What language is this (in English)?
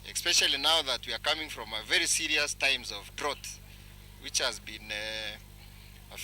Kamba